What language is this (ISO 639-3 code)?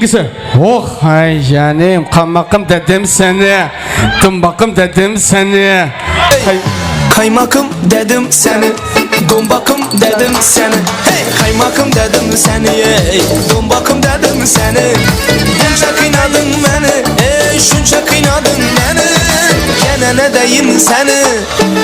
kaa